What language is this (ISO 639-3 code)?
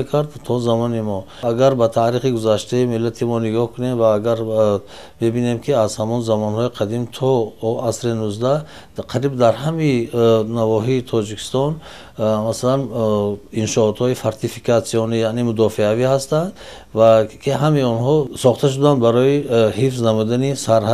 tgk